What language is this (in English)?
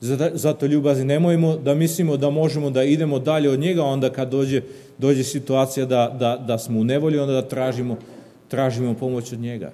Serbian